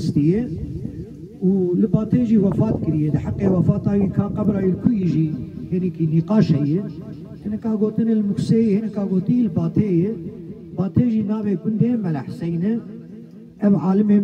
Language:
Kurdish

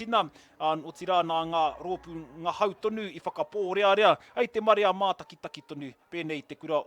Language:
Māori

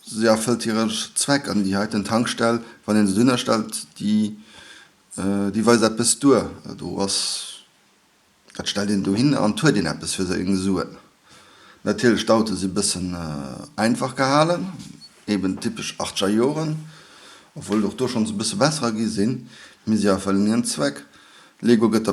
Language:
Luxembourgish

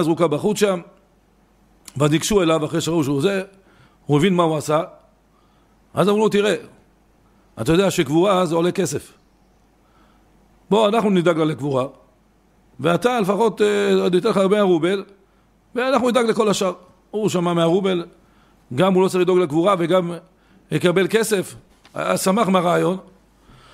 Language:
Hebrew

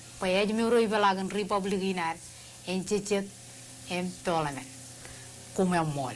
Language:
Marshallese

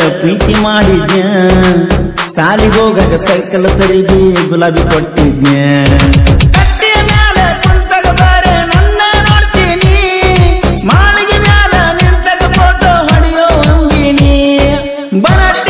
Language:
Kannada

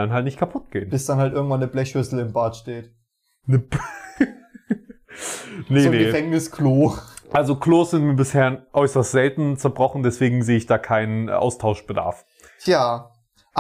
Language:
German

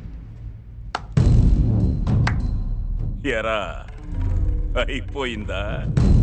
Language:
Telugu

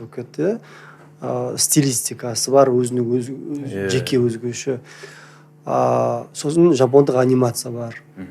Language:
Kazakh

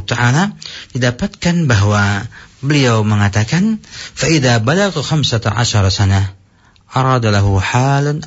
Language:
Indonesian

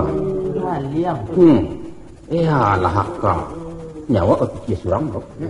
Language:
Minangkabau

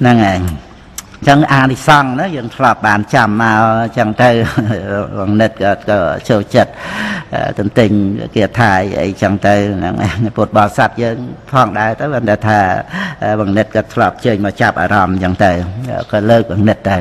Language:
Khmer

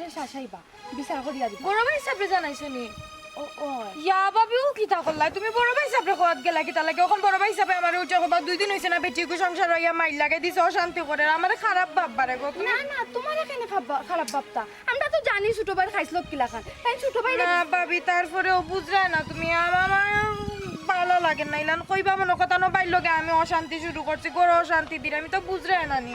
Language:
Sylheti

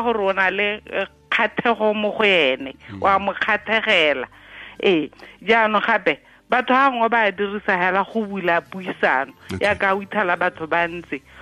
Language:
Tswana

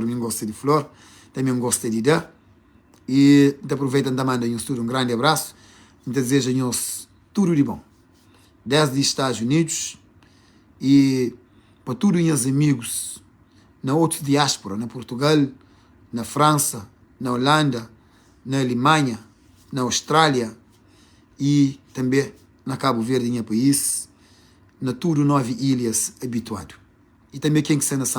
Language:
Kabuverdianu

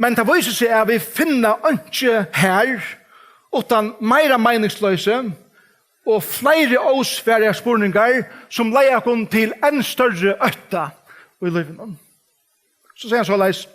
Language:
Faroese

